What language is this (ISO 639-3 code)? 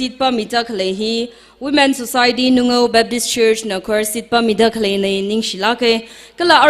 nmf